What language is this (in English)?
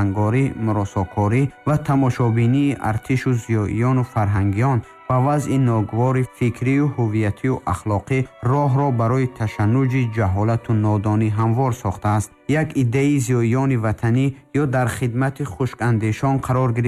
Tajik